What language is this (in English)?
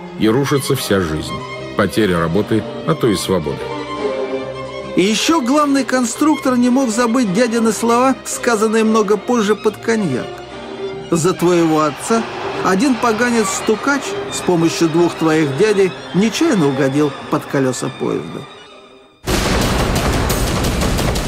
Russian